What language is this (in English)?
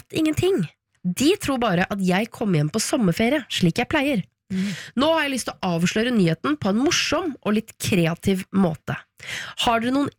Norwegian